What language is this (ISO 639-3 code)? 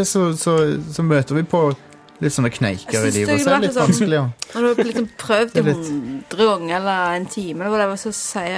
nor